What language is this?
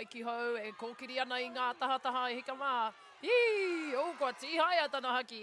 Māori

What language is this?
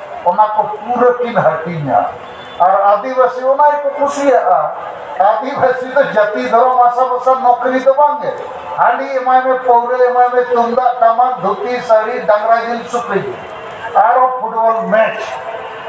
Santali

